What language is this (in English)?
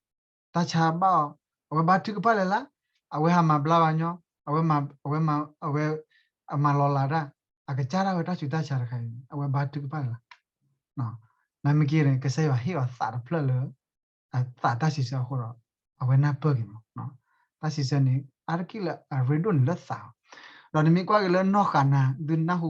S'gaw Karen